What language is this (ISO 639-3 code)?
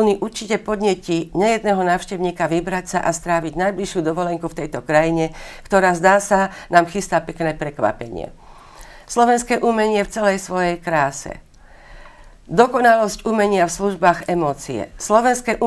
slk